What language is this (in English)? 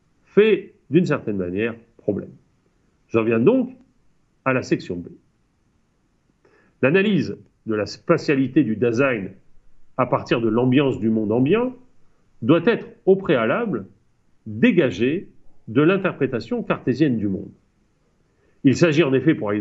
French